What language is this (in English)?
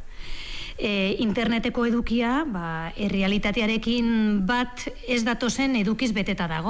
Basque